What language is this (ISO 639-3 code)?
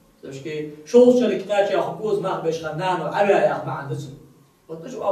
inh